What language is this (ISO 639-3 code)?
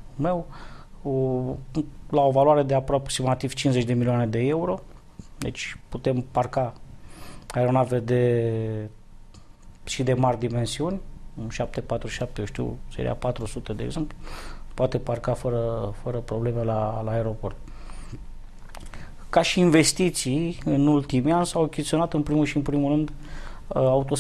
ron